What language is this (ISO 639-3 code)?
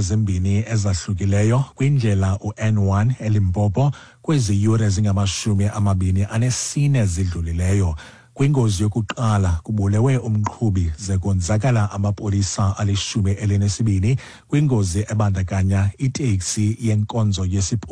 xho